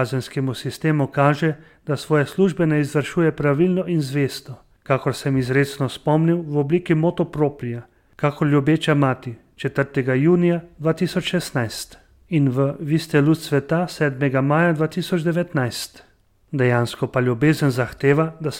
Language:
Slovenian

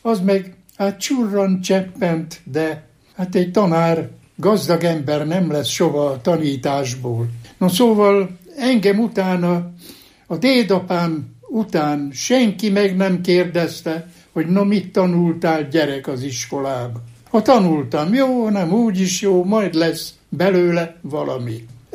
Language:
Hungarian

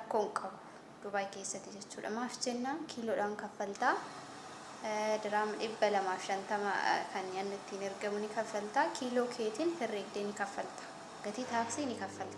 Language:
Oromo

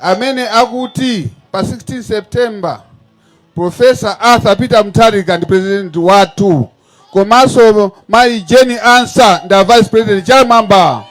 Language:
Nyanja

